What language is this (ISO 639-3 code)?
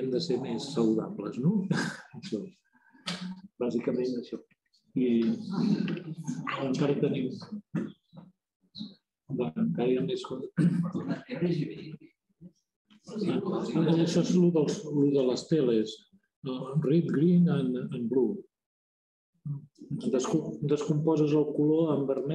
cat